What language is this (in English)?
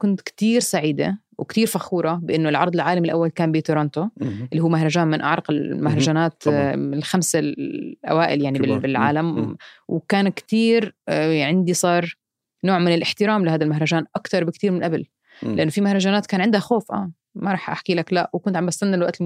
North Levantine Arabic